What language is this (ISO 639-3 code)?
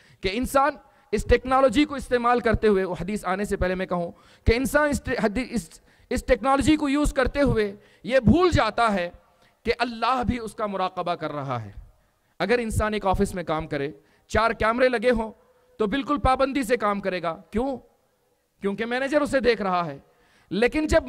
urd